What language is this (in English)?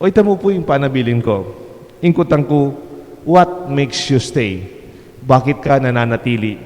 Pampanga